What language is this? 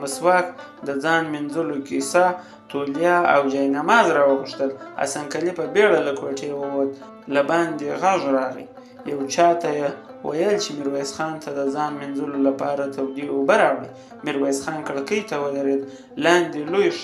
Pashto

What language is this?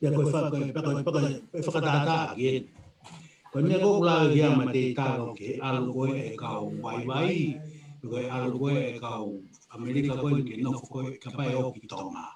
Tongan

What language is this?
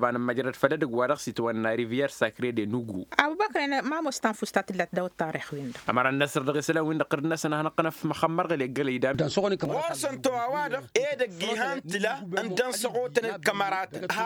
Tamasheq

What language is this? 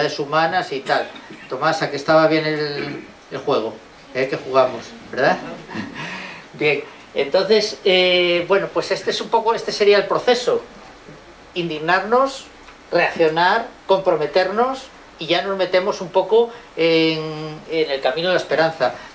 Spanish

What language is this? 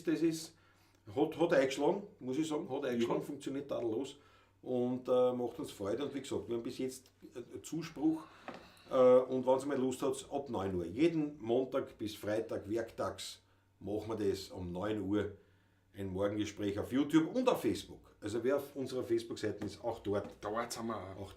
Bavarian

